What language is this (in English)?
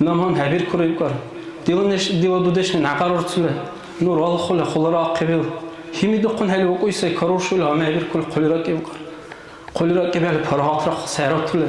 Dargwa